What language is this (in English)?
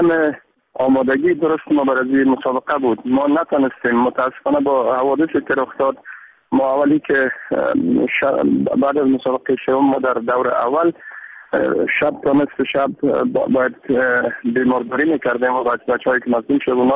Persian